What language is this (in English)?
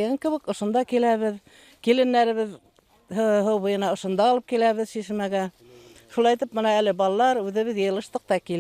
Bashkir